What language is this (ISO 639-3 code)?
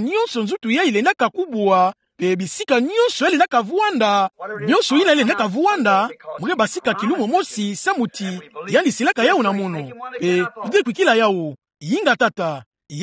ktu